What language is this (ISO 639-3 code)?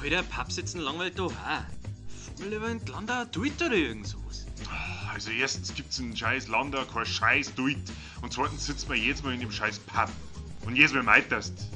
bar